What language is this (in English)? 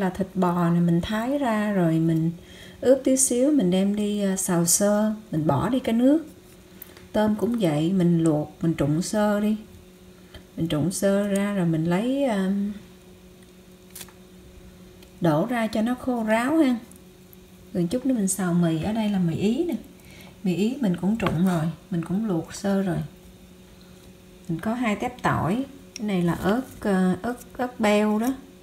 Vietnamese